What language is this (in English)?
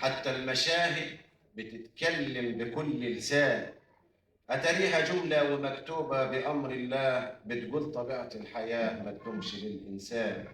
Egyptian Arabic